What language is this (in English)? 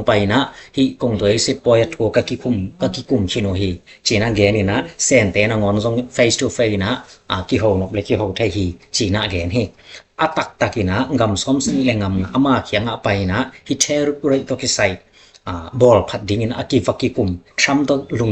Tedim Chin